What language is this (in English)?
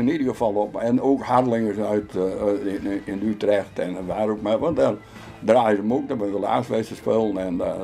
Western Frisian